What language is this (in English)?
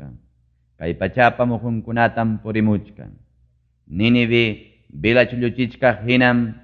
Ayacucho Quechua